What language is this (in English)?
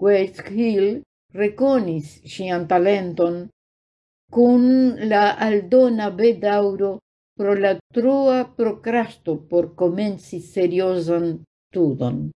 Esperanto